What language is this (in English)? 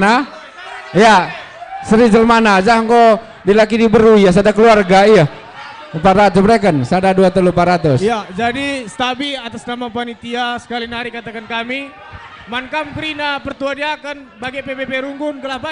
Batak Karo